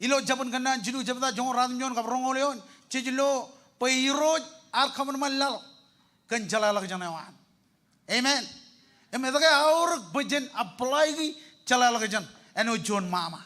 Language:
Marshallese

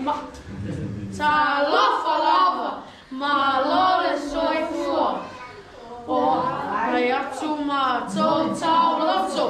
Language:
Samoan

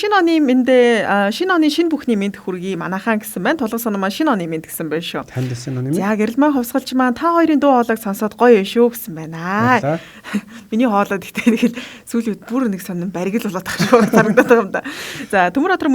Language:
Mongolian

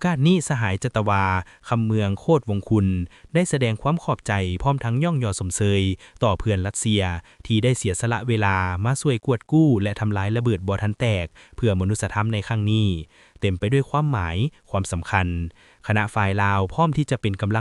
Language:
Lao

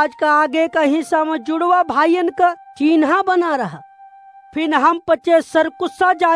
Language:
Awadhi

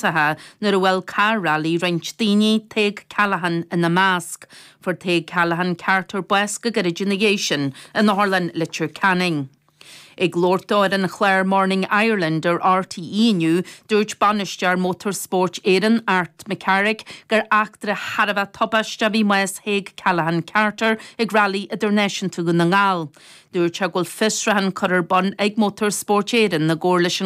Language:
Irish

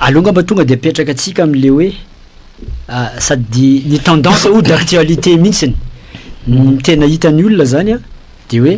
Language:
Malagasy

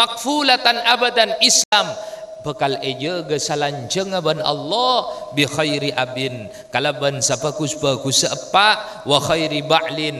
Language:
Madurese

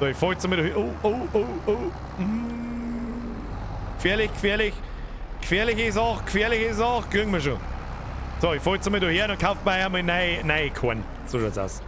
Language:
Bavarian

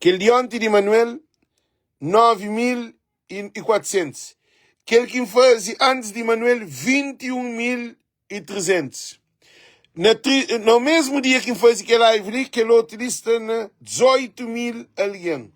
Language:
Kabuverdianu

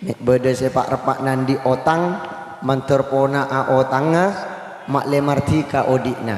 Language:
Madurese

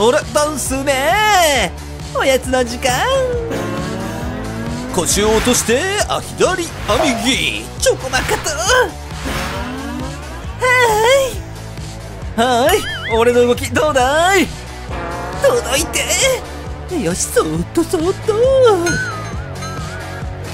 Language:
Japanese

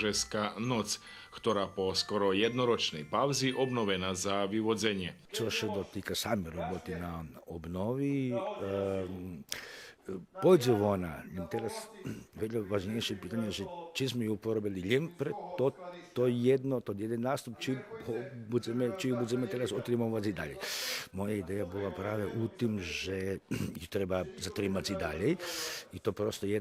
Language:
Rusyn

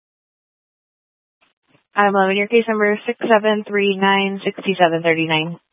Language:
English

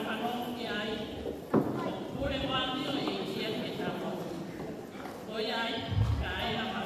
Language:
Tongan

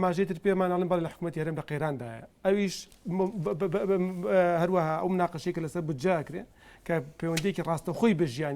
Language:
Central Kurdish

